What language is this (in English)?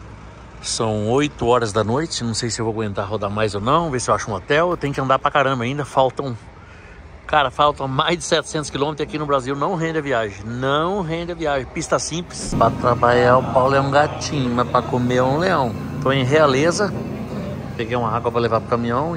Portuguese